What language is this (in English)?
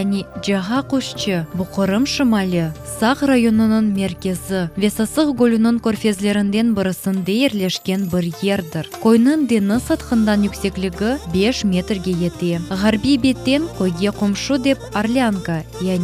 Crimean Tatar